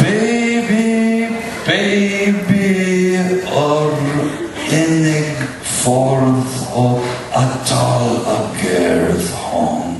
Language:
Welsh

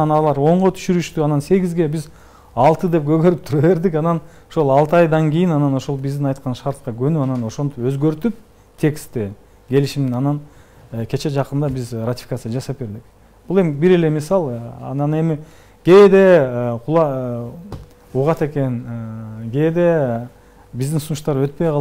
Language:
Kyrgyz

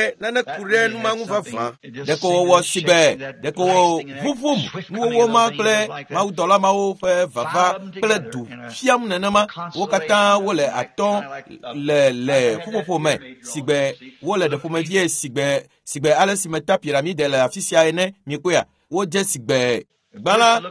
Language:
Ewe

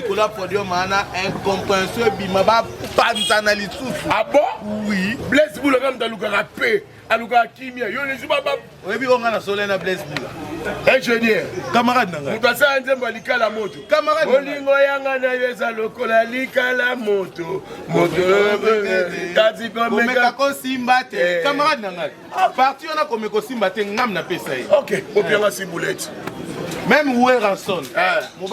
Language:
Lingala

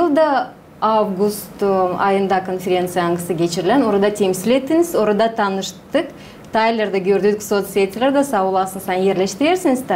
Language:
Gagauz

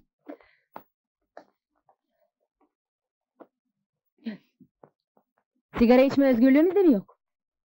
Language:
Turkish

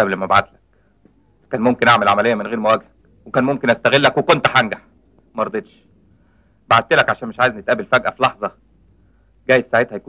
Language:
Egyptian Arabic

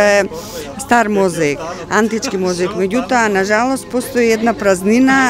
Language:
Macedonian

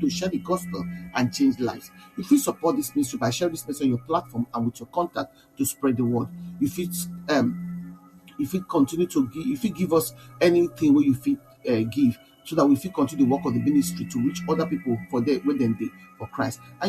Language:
Nigerian Pidgin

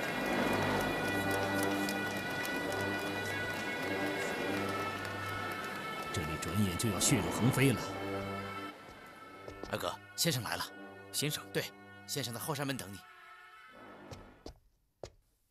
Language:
Chinese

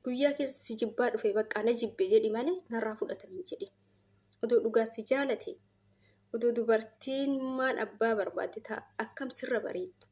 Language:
Oromo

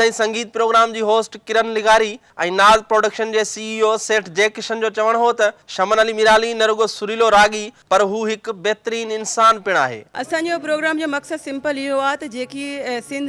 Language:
Sindhi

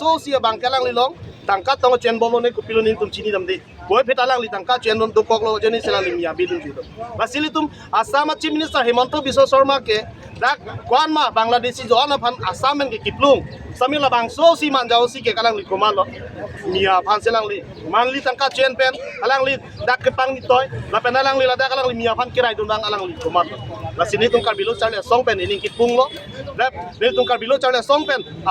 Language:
Karbi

